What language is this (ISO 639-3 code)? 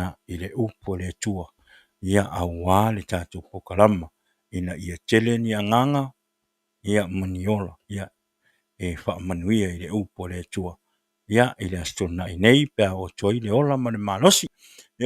smo